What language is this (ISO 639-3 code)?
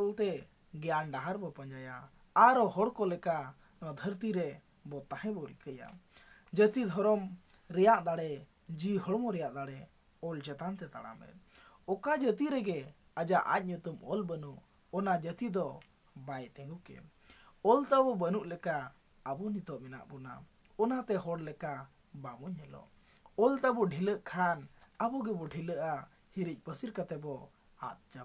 sat